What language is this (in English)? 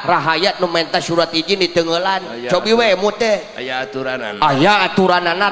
Sundanese